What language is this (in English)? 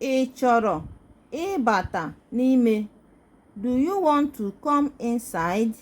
Igbo